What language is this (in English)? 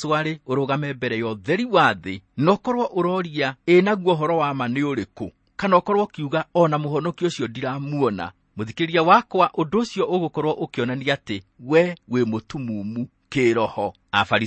Kikuyu